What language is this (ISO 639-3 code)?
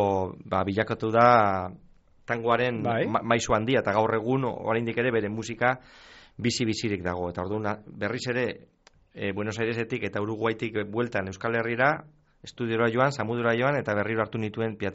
eus